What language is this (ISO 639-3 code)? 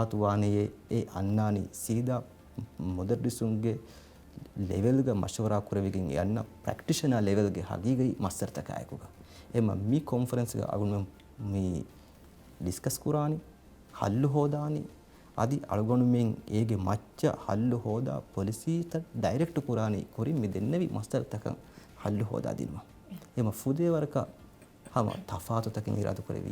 div